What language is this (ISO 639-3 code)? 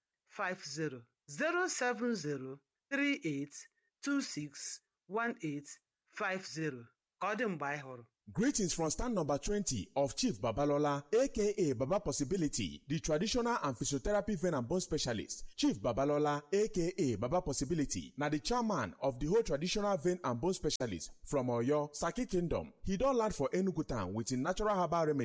pcm